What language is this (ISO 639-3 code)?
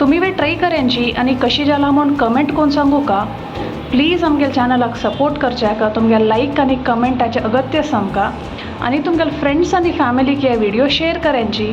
kok